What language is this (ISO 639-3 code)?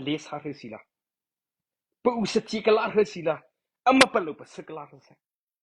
mrh